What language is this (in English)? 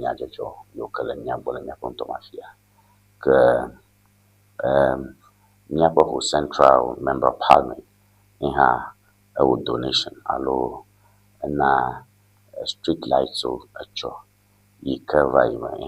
Ewe